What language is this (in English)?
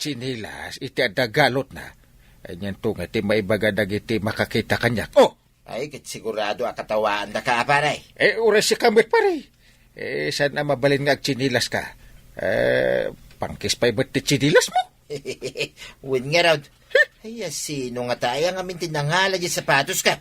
Iloko